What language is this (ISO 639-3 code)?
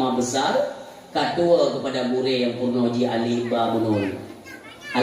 ace